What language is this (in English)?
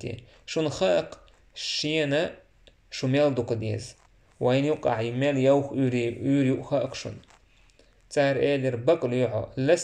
Chechen